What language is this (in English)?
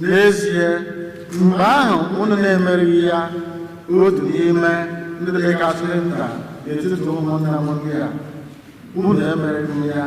Igbo